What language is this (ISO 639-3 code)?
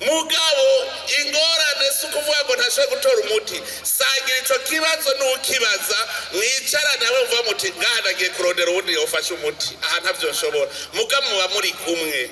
run